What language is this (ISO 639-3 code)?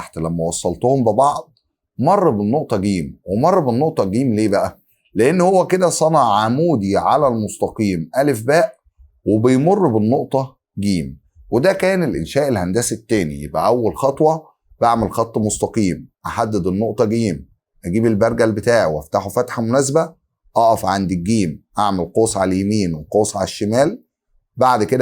arz